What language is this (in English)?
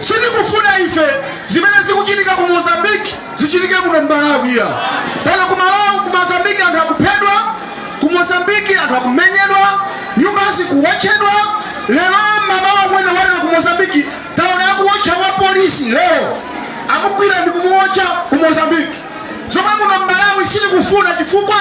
Nyanja